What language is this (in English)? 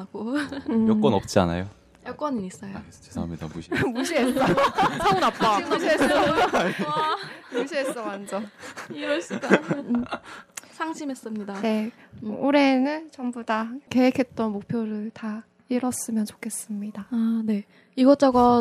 Korean